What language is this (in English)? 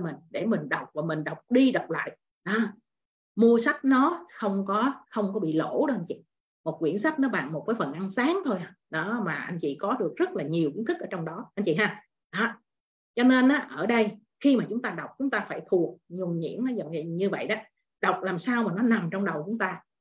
Vietnamese